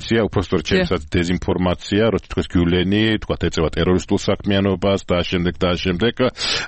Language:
Georgian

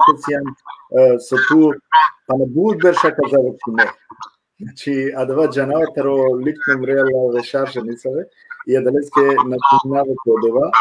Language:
Balkan Romani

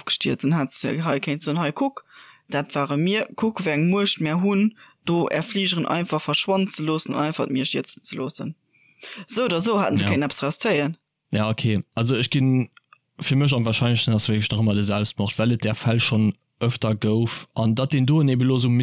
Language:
Luxembourgish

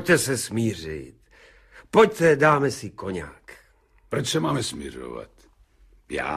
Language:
Czech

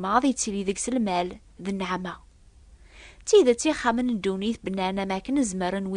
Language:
Kabyle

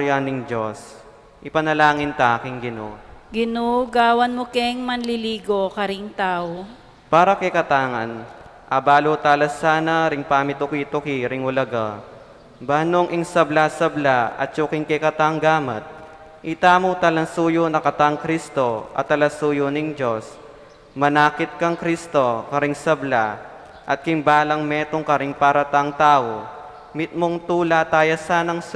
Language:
Pampanga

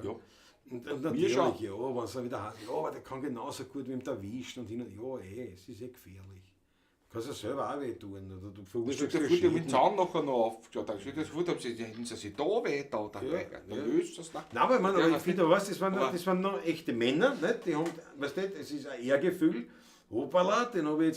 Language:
Bavarian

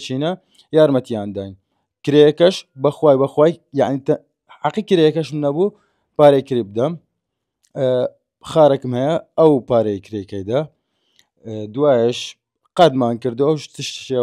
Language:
Central Kurdish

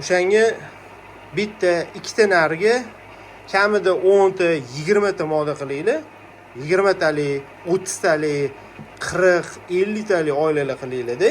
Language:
Uzbek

